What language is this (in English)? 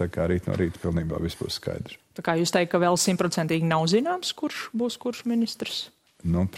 Latvian